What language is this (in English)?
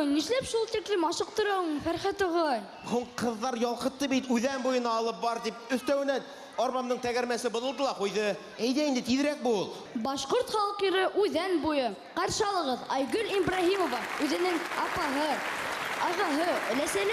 Bashkir